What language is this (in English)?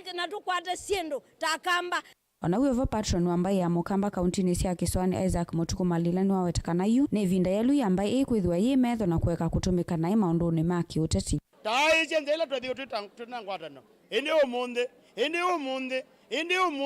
Kamba